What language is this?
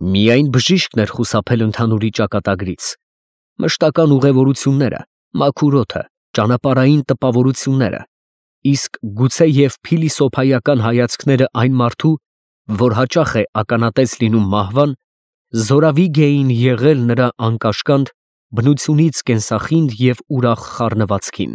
Armenian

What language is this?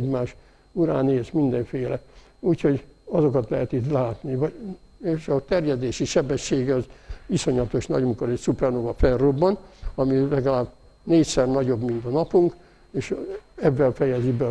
Hungarian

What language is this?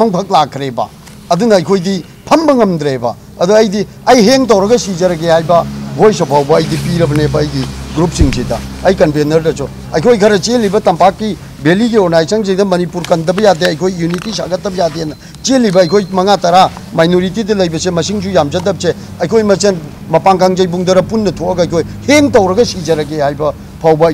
Manipuri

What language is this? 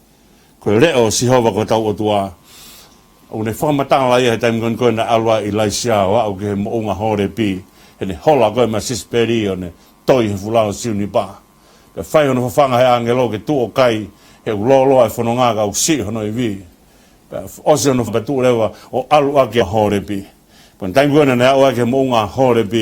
Tongan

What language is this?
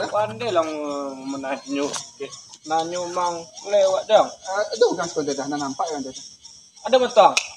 Minangkabau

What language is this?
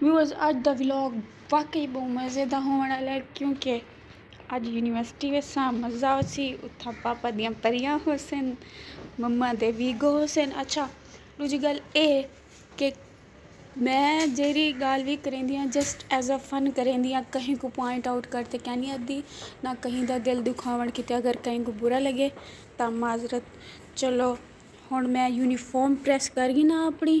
Saraiki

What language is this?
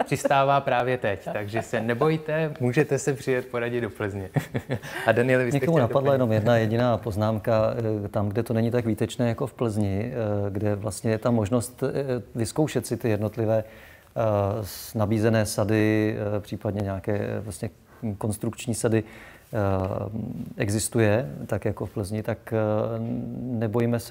Czech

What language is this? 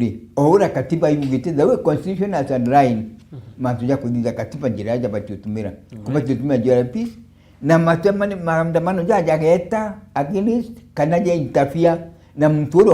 Meru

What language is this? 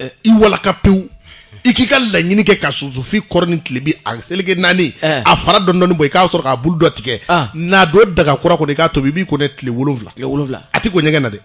Bambara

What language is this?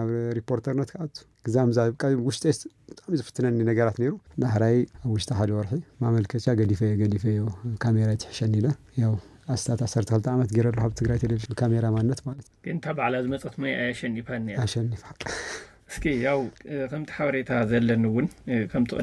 Tigrinya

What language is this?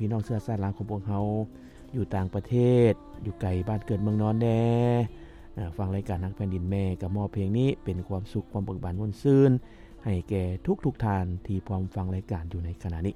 Lao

